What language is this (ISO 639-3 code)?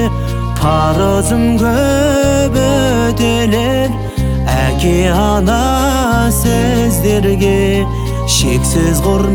kaz